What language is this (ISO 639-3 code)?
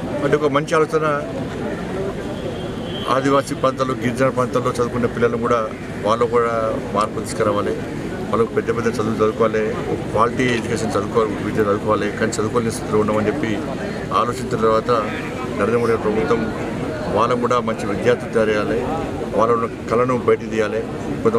tel